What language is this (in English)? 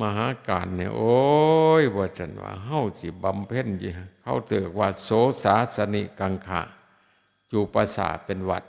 Northeastern Thai